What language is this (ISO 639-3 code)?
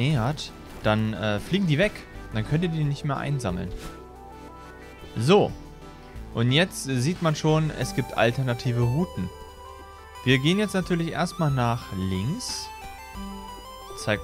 deu